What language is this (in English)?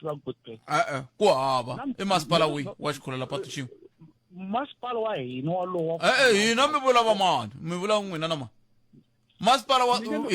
Tsonga